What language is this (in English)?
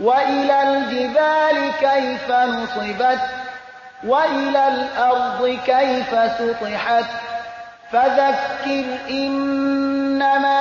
Persian